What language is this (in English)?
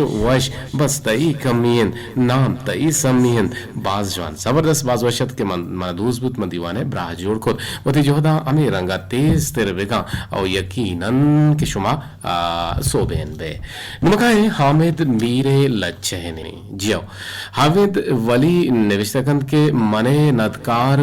Eastern Balochi